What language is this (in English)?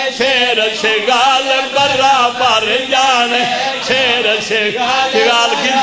Urdu